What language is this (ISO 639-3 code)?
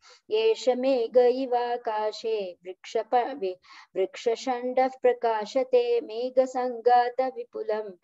san